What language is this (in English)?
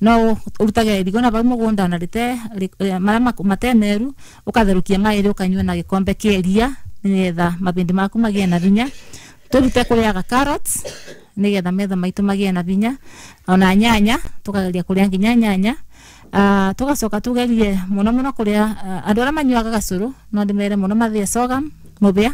Kikuyu